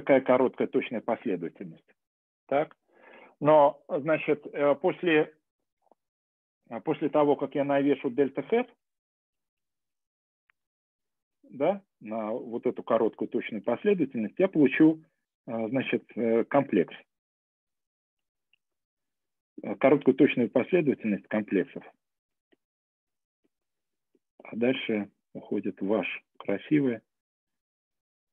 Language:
Russian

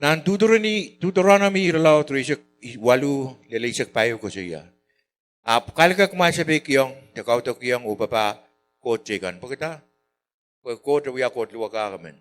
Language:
Pohnpeian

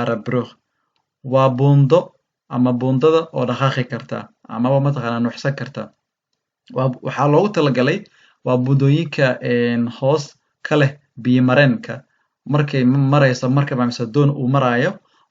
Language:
Somali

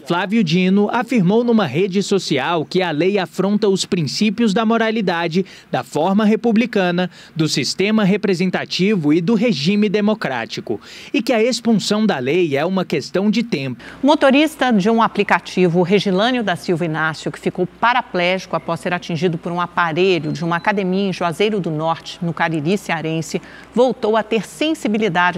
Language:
Portuguese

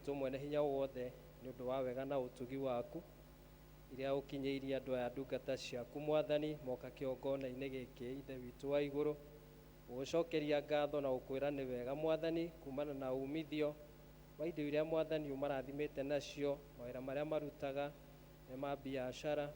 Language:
Kikuyu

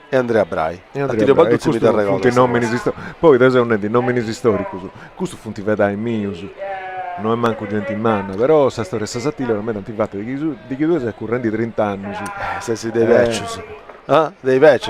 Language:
Sardinian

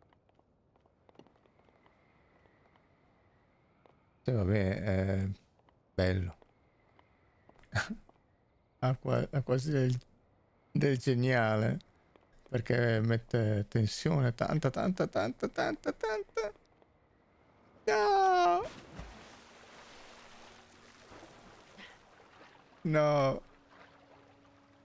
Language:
Italian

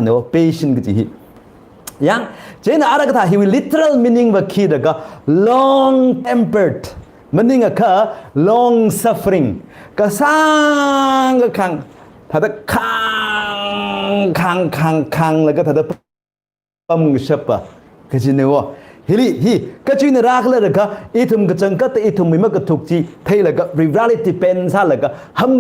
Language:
Tangkhul Naga (India)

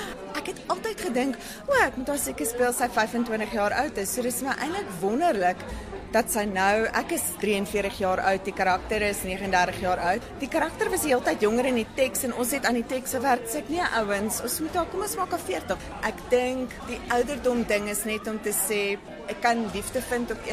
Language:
Afrikaans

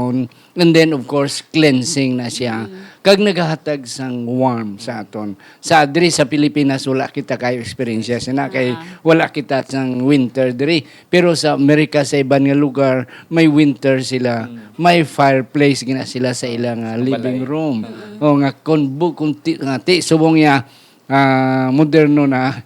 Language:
Hiligaynon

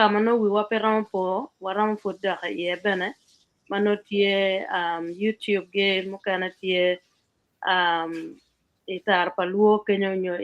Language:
Acoli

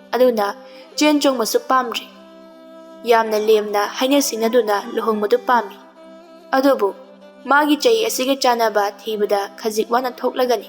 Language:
Manipuri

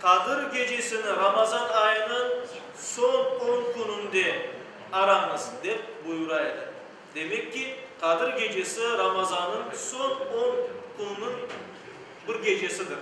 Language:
Crimean Tatar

